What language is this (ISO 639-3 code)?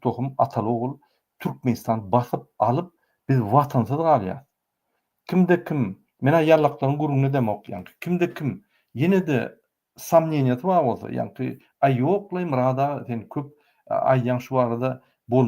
tuk